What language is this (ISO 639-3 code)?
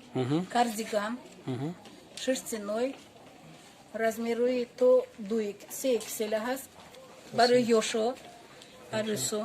tgk